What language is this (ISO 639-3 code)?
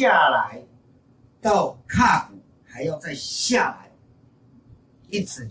zho